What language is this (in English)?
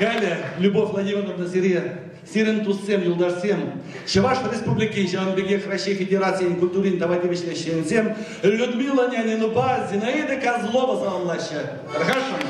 Chuvash